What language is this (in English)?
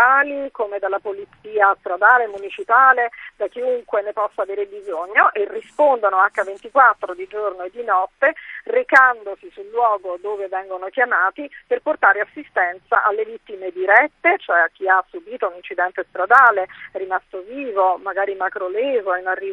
Italian